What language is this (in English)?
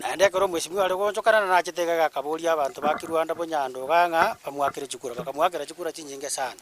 Gusii